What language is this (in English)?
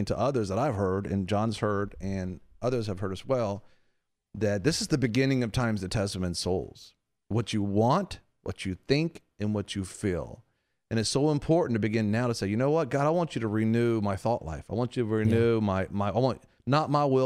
English